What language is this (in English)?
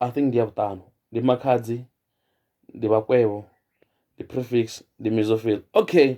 Venda